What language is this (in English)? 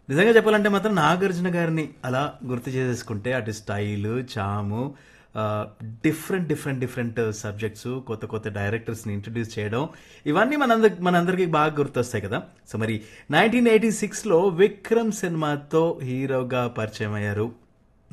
Telugu